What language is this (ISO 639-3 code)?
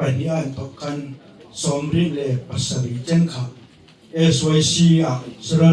hmr